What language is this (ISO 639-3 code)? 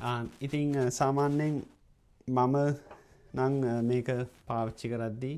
sin